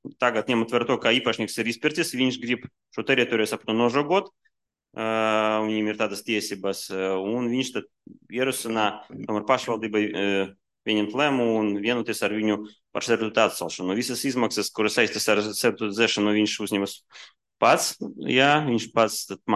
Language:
Latvian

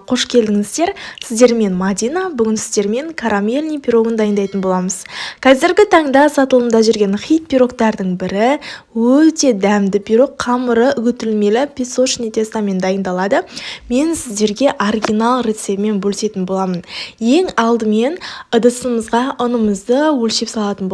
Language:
Kazakh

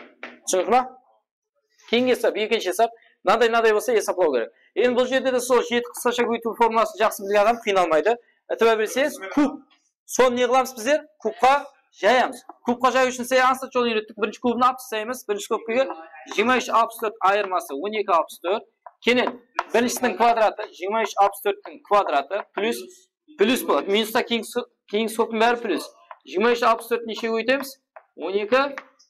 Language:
Kara-Kalpak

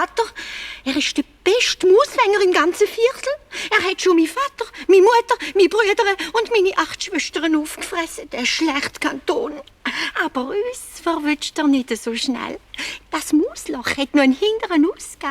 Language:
Swiss German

